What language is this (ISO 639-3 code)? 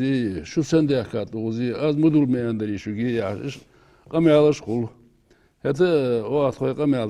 inh